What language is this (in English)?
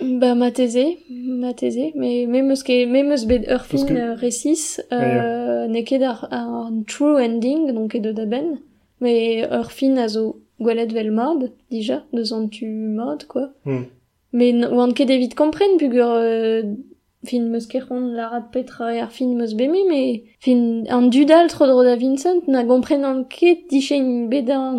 Breton